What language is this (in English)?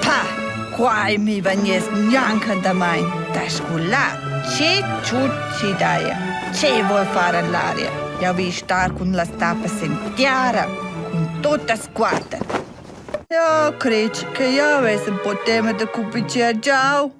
Romansh